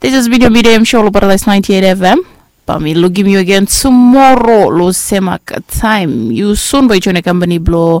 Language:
Bislama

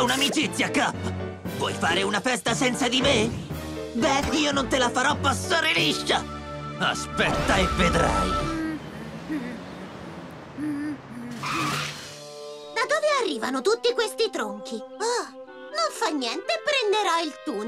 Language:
Italian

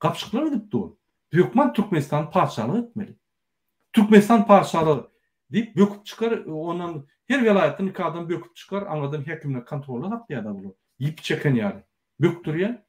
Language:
Turkmen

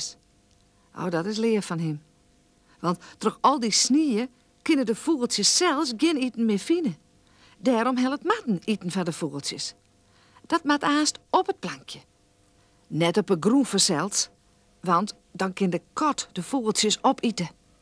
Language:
Western Frisian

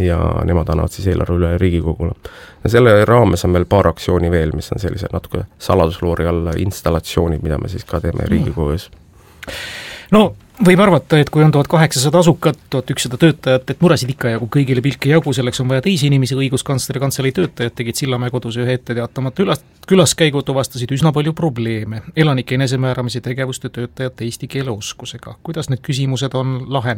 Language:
Estonian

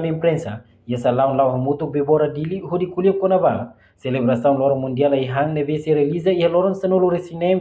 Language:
Tetum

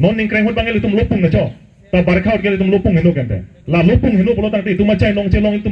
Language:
Karbi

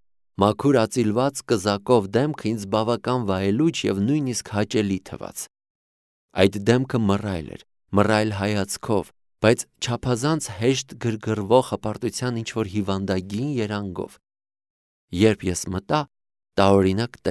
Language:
Armenian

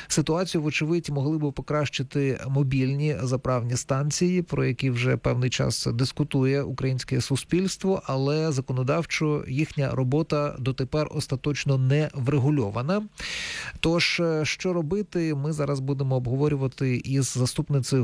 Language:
Ukrainian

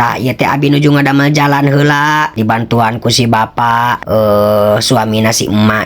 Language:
Sundanese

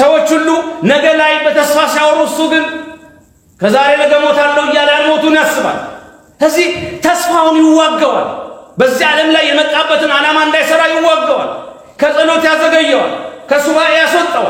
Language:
Amharic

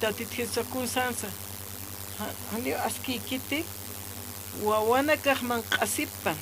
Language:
Aymara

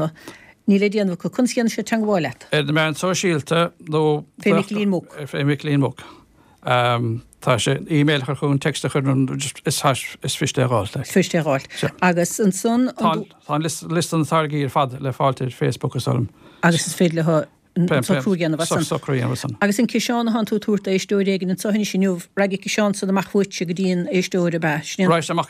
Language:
Irish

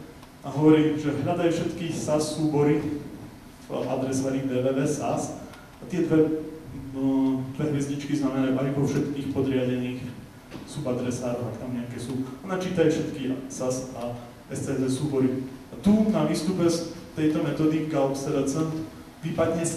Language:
Slovak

